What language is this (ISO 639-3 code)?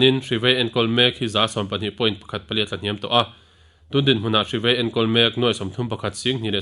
lus